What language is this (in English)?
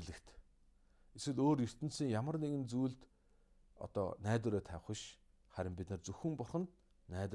Mongolian